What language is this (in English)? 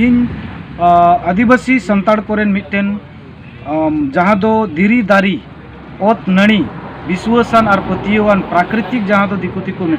Santali